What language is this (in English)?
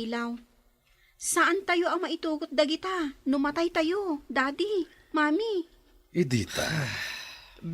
Iloko